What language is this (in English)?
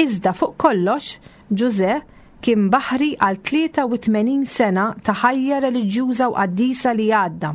Maltese